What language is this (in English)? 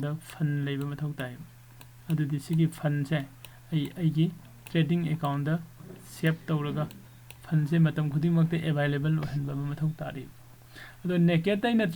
Manipuri